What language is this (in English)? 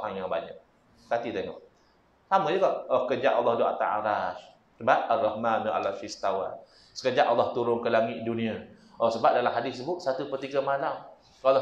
Malay